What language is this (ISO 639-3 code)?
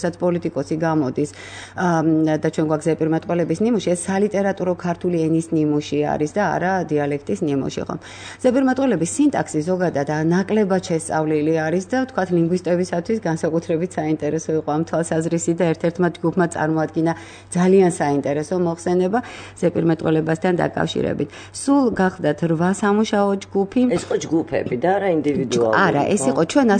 kat